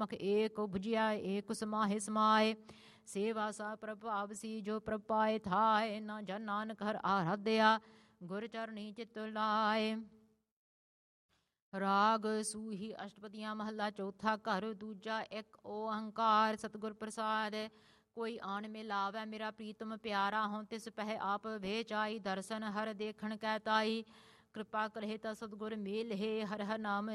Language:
Punjabi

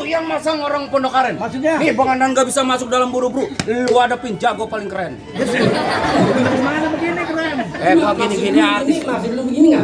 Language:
Betawi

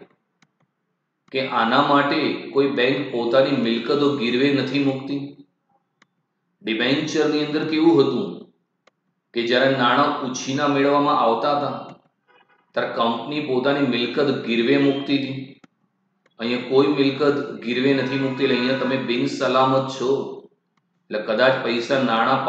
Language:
Gujarati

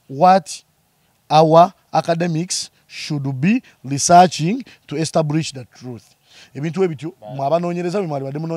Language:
Ganda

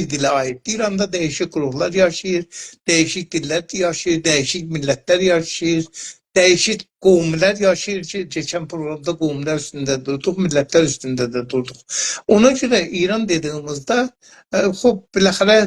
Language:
South Azerbaijani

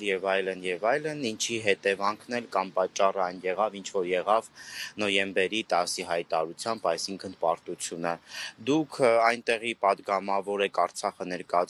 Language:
Armenian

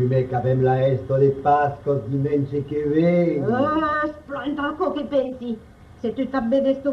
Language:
Occitan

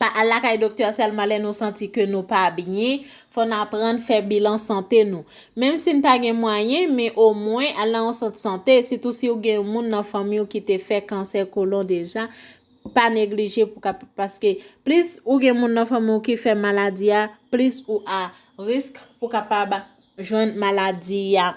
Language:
Haitian Creole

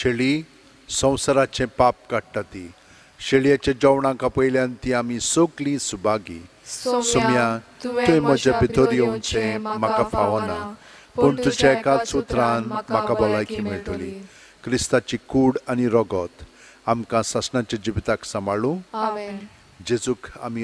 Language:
Konkani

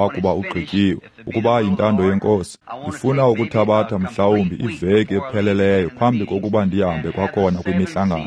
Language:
Xhosa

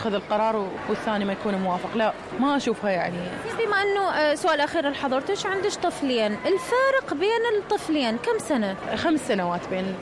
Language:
Mesopotamian Arabic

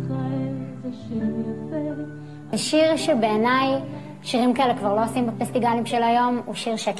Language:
Hebrew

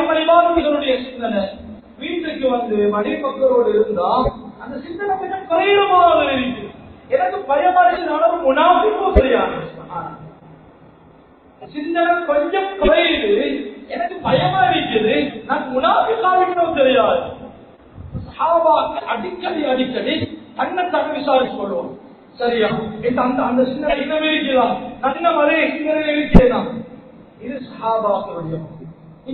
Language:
Tamil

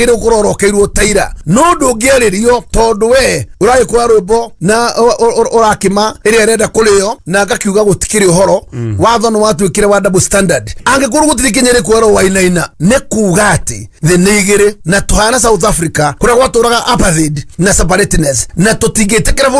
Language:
Kikuyu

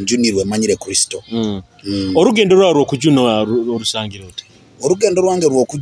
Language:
Nyoro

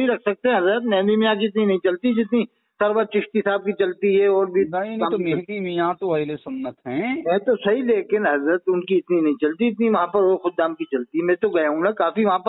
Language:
Urdu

